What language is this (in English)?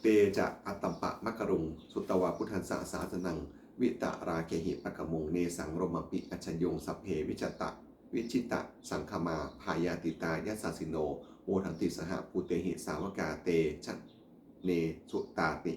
Pali